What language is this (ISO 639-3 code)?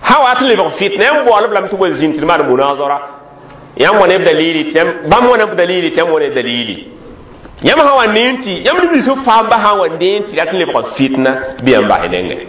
mos